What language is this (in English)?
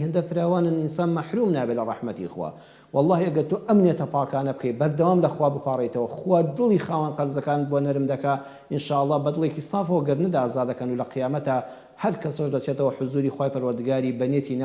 Central Kurdish